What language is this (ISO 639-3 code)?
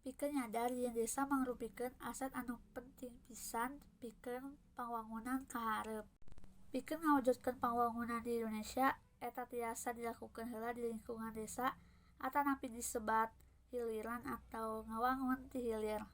sun